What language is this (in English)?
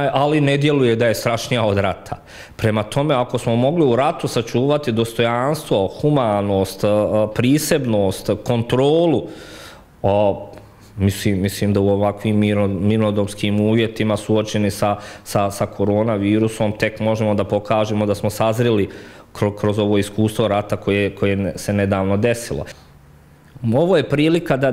Bosnian